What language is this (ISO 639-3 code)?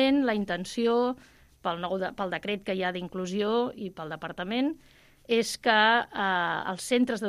cat